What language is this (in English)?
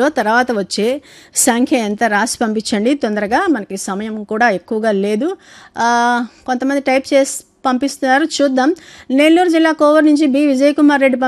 Telugu